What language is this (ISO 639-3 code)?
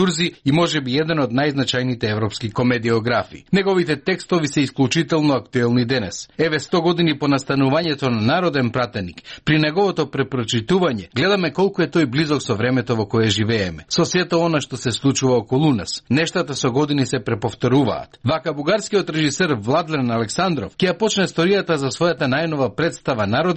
mkd